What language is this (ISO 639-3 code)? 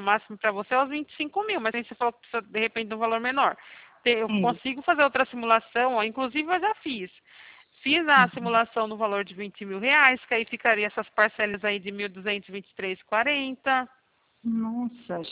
por